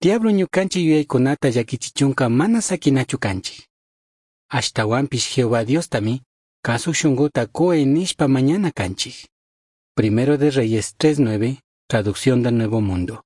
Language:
Chimborazo Highland Quichua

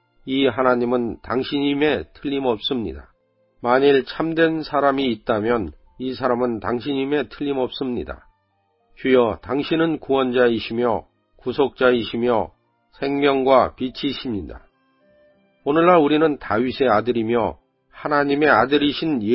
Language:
Korean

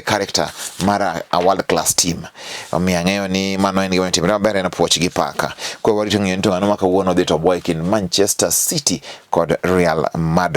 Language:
Luo (Kenya and Tanzania)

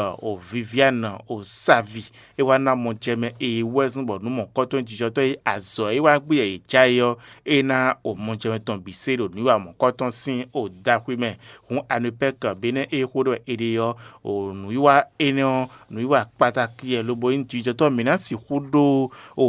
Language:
Fon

